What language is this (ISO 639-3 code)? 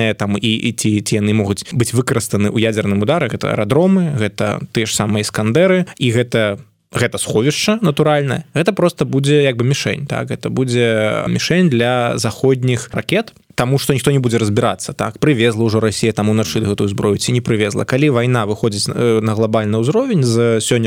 bel